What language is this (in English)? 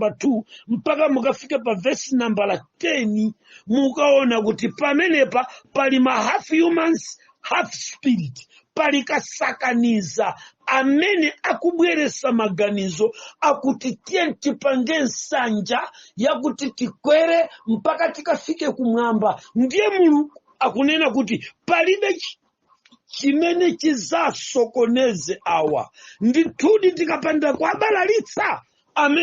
Nyanja